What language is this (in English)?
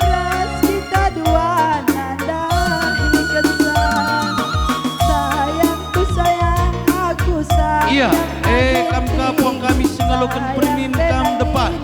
Batak Karo